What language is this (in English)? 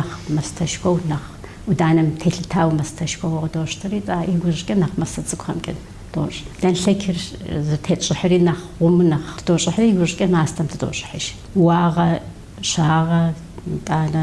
Kabardian